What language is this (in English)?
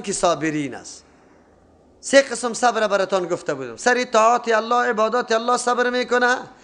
Persian